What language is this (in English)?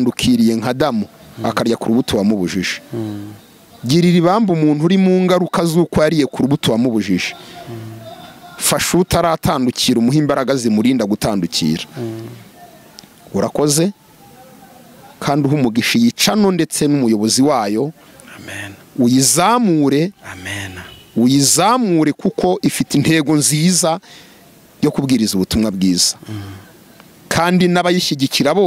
Kinyarwanda